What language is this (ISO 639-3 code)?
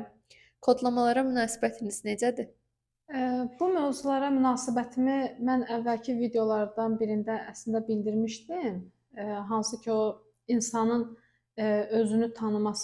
aze